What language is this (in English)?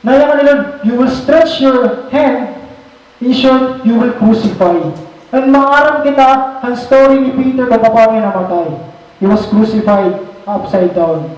Waray